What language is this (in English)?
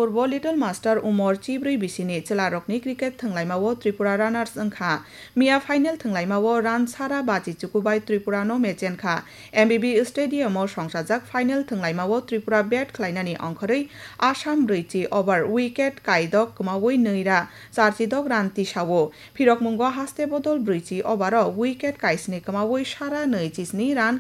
Kok Borok